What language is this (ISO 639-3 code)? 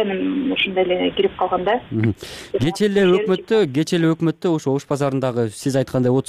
kir